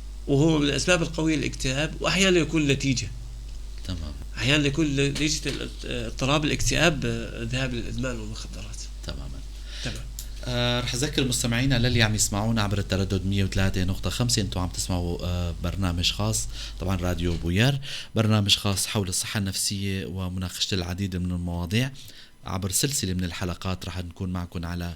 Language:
North Levantine Arabic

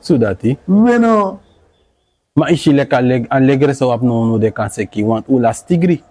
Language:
Sranan Tongo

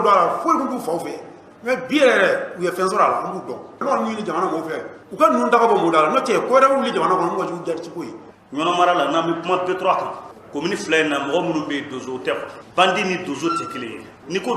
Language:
Bambara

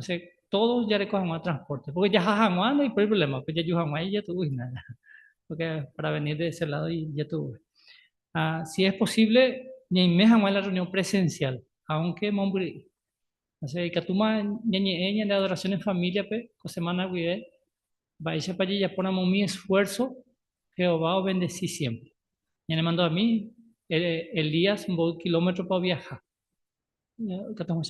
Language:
Guarani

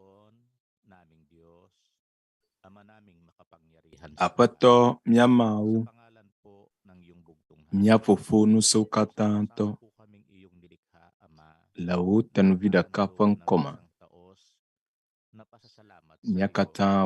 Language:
Ewe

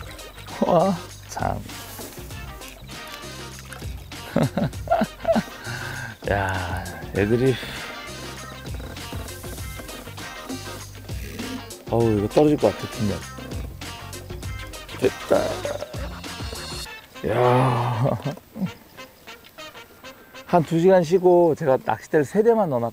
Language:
Korean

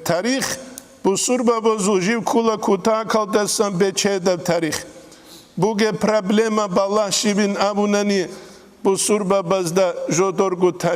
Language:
Avaric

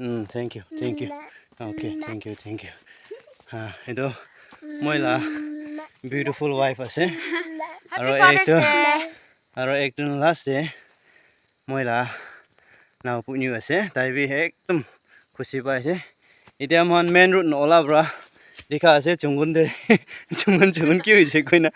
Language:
Naga Pidgin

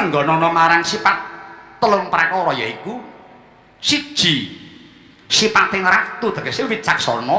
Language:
Javanese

